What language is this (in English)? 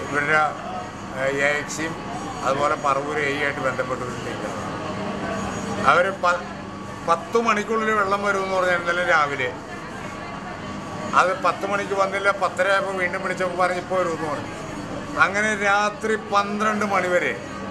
Malayalam